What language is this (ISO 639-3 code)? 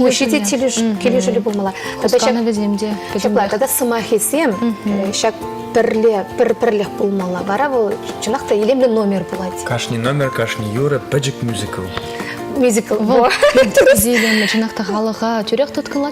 chv